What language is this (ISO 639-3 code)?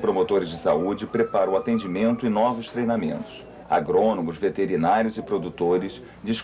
por